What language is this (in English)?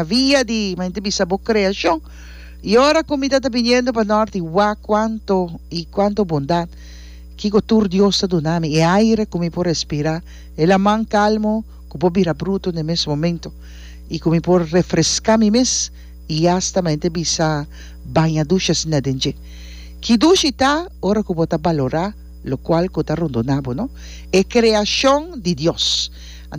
Papiamento